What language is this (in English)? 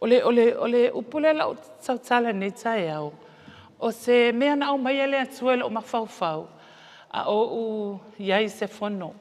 Samoan